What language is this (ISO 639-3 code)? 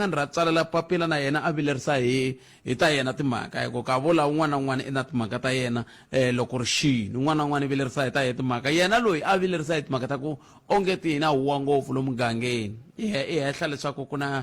tso